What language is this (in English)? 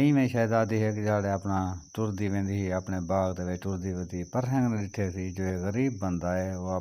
Saraiki